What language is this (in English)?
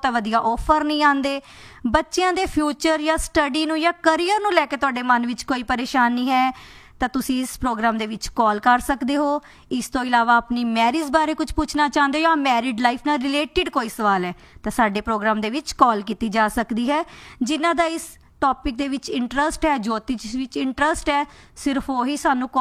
Punjabi